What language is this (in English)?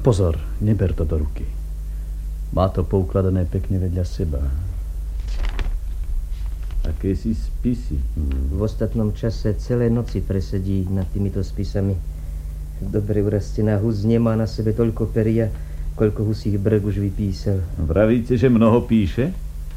Slovak